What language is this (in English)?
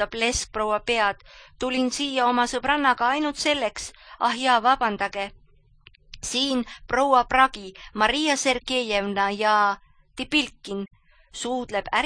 Estonian